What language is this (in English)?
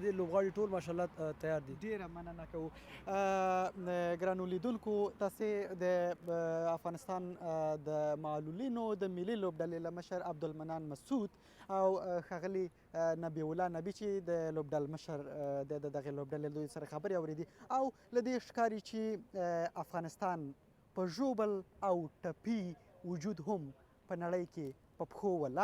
Pashto